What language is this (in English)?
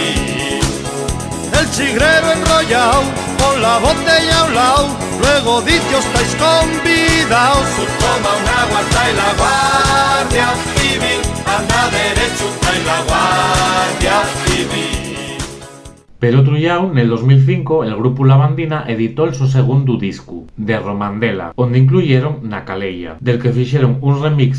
Asturian